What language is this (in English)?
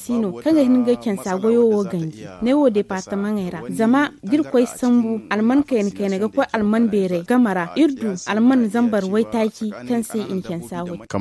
Zarma